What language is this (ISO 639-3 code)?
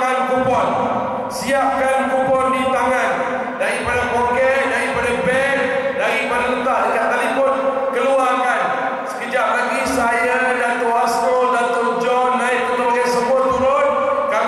msa